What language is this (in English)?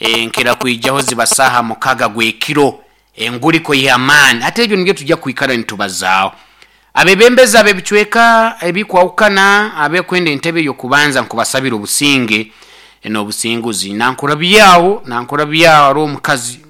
Nyankole